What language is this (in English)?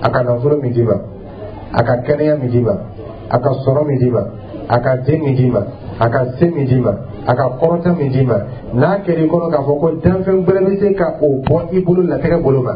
Dyula